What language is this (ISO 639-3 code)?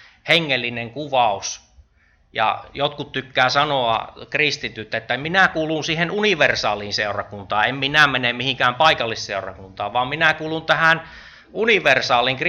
fin